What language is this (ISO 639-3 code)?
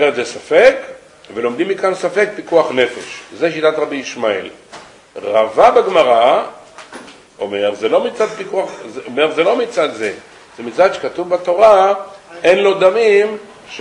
heb